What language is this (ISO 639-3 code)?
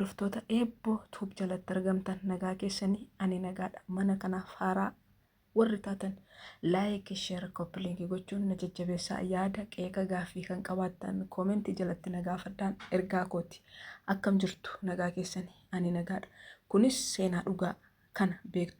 orm